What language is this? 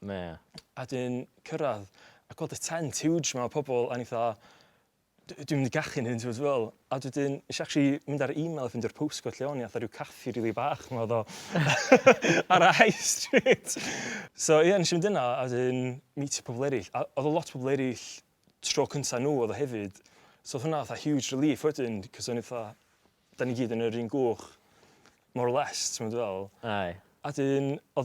Welsh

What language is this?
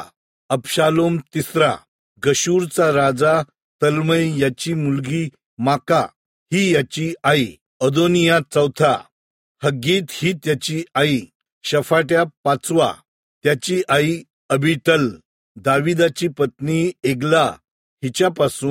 Marathi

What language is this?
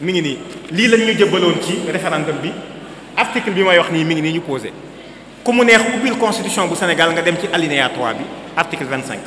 Wolof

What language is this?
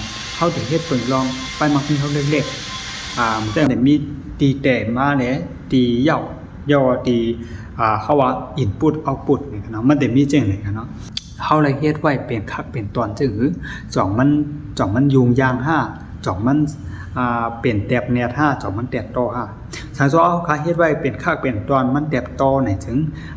Shan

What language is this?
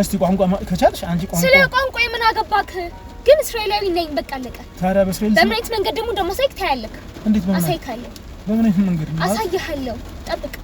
Amharic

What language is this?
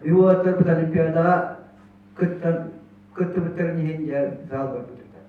Yakut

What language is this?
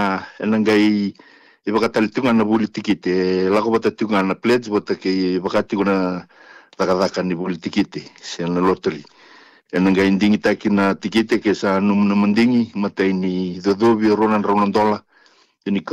Fijian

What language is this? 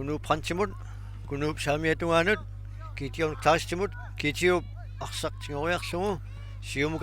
Kalaallisut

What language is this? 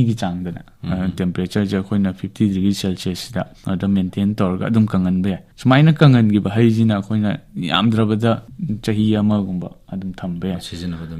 Manipuri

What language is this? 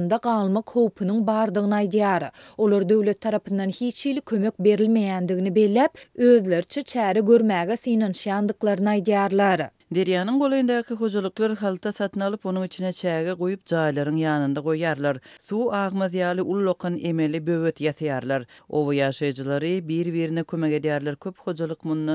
Turkmen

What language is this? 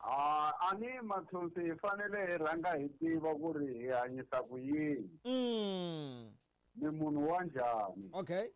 Tsonga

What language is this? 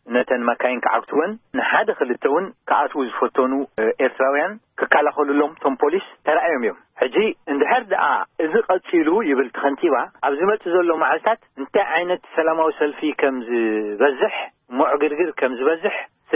Tigrinya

